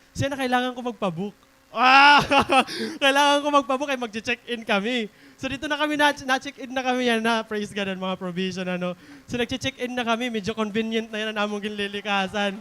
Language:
Waray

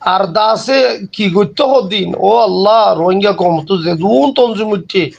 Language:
Rohingya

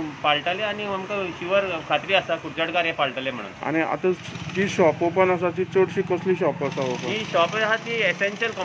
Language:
Konkani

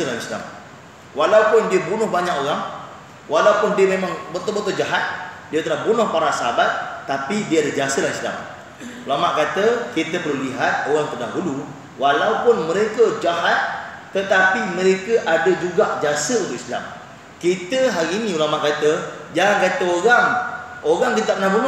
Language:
Malay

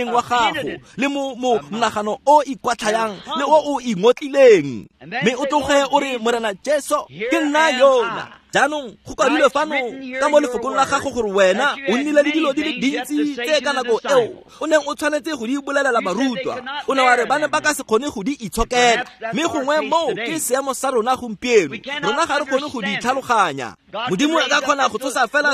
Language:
Tswana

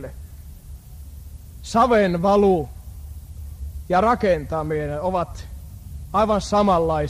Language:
Finnish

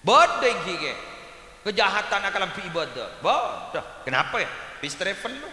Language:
Madurese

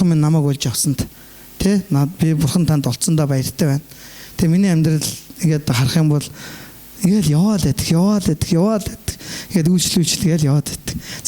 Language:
Mongolian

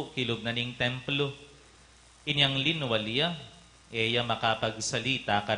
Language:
Pampanga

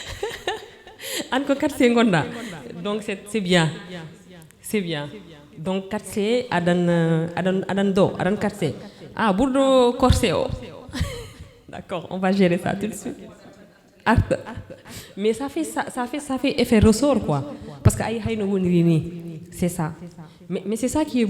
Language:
Fula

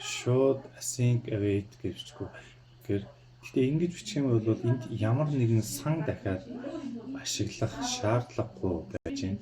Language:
Mongolian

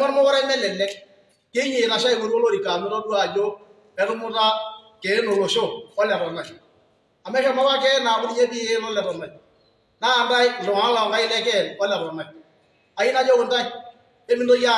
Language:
Masai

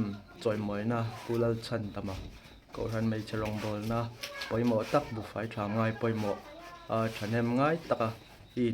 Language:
Hmar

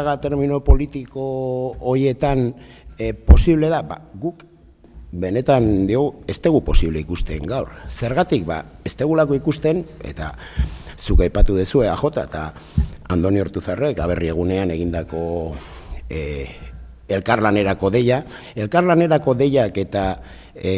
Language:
Basque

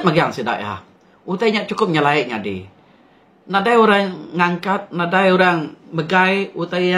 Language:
Iban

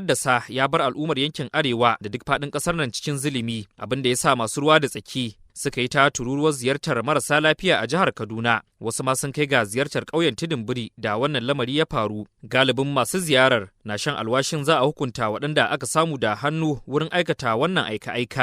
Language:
Hausa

